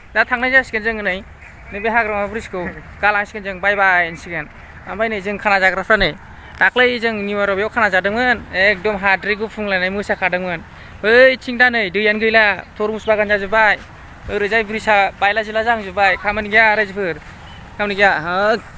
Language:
Bodo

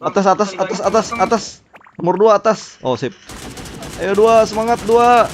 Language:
Banjar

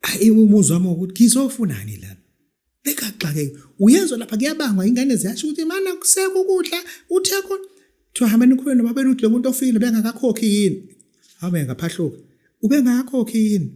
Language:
Zulu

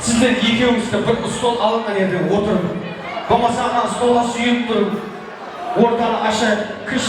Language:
Kara-Kalpak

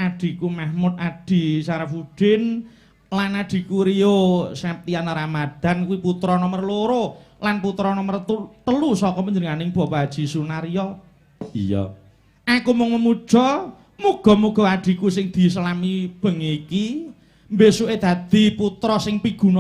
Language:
Javanese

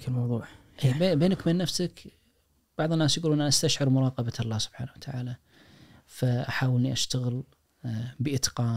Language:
Najdi Arabic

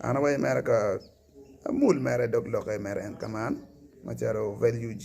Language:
Acoli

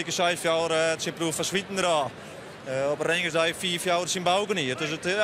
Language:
Western Frisian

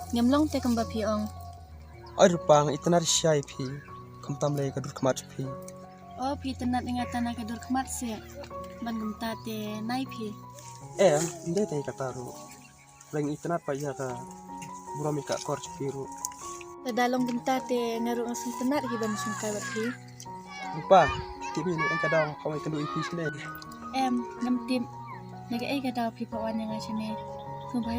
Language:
Khasi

